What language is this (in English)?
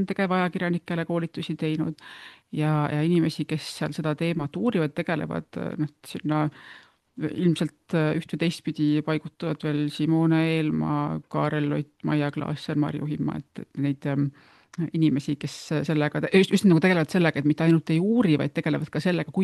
Estonian